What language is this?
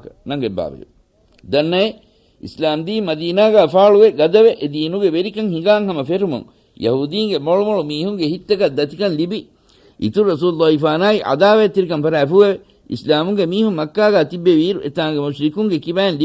Divehi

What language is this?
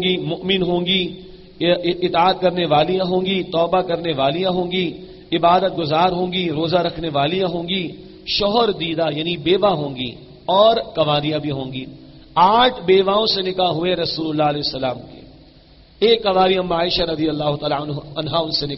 Urdu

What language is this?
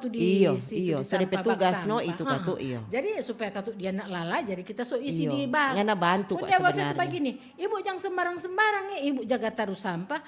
Manado Malay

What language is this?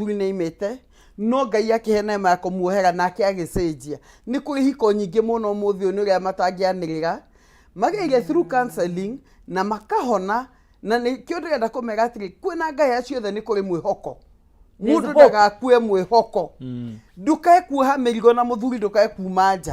Kikuyu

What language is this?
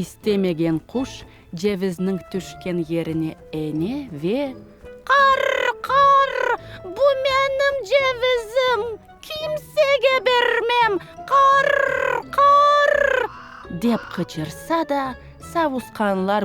Crimean Tatar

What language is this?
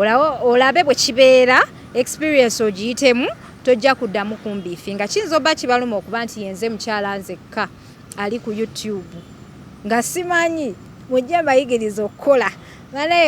Ganda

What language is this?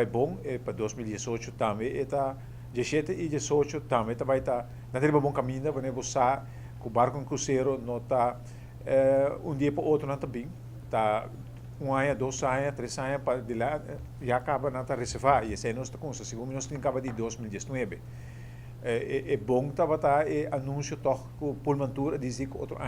Papiamento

